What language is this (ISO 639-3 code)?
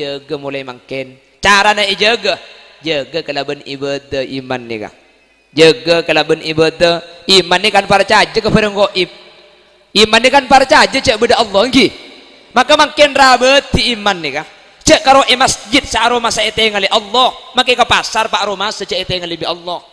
mad